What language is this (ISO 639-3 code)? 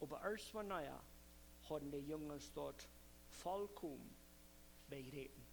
pdt